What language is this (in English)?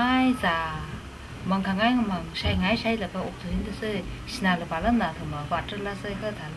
Tangkhul Naga (India)